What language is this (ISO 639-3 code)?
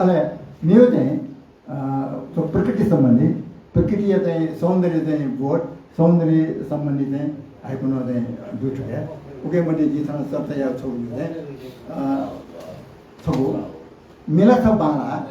new